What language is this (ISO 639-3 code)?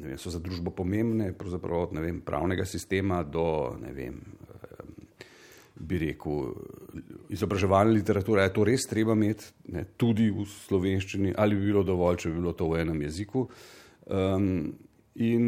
slv